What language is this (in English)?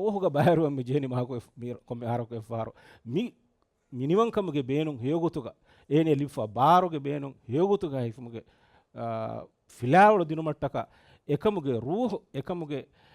Divehi